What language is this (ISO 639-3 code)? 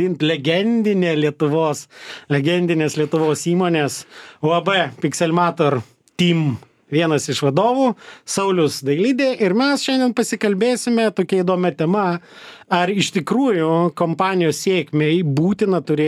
lit